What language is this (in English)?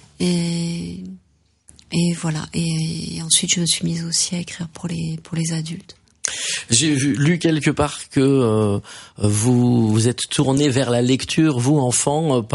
French